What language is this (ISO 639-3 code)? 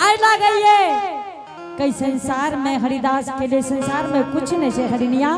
anp